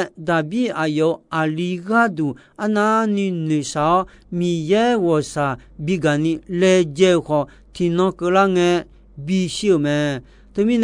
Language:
Akha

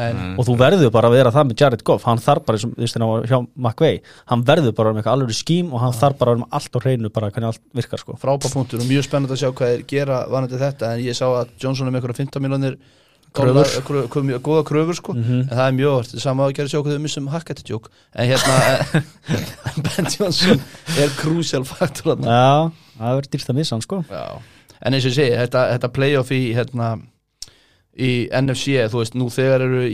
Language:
Icelandic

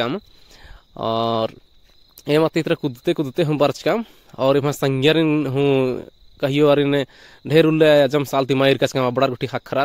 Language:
Kurukh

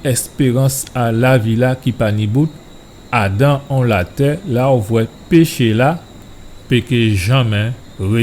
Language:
Guadeloupean Creole French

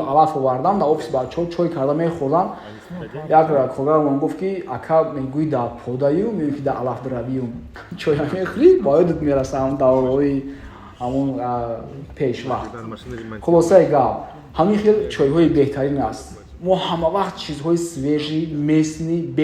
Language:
Tajik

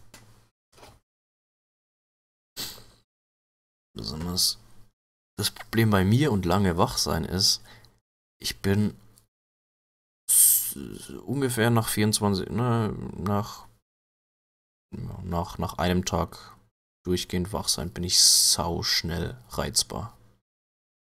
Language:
German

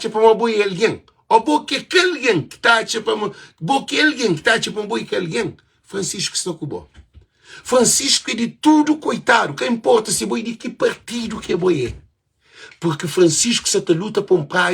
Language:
Kabuverdianu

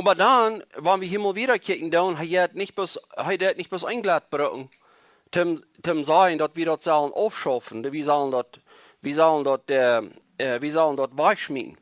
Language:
Plautdietsch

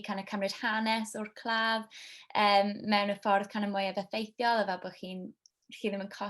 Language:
Welsh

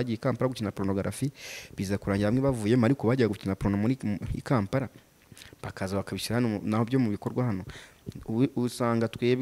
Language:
Kinyarwanda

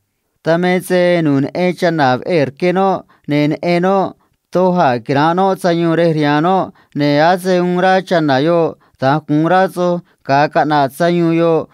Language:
Copala Triqui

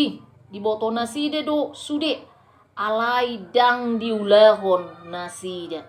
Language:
Batak Toba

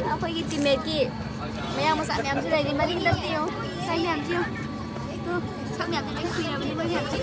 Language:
Manipuri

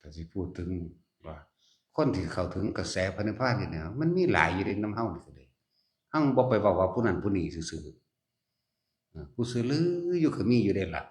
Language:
Northeastern Thai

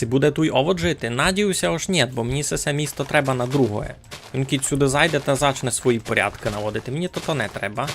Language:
Rusyn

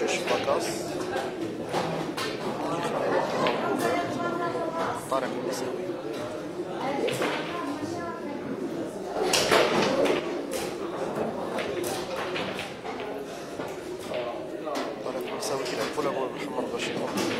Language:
Moroccan Arabic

